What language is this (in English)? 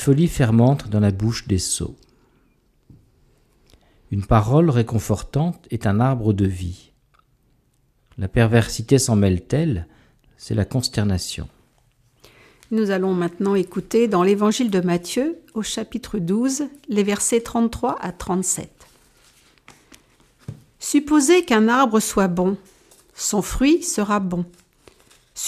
French